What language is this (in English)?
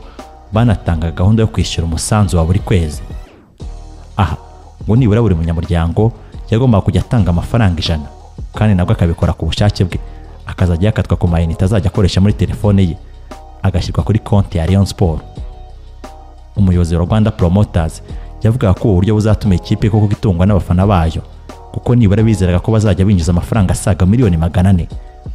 Kinyarwanda